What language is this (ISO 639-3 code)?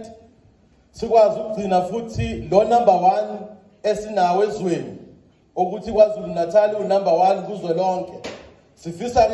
zul